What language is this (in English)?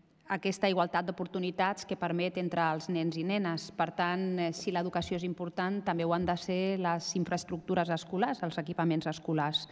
Catalan